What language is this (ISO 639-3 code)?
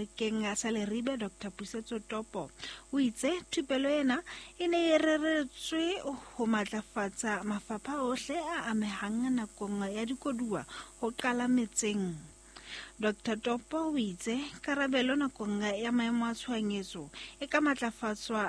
sot